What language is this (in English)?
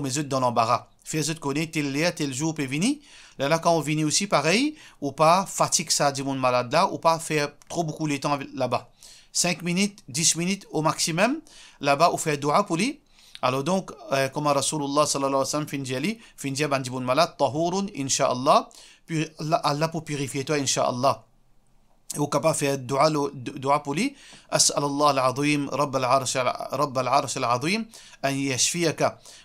Morisyen